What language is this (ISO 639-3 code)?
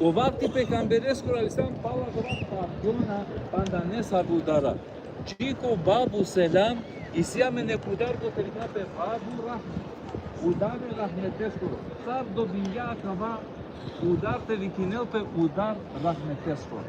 rmn